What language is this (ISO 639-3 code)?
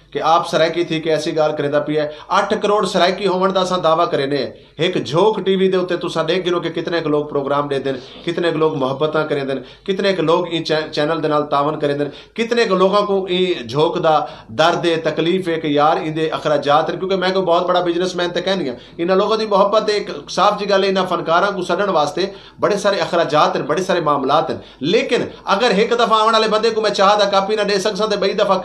skr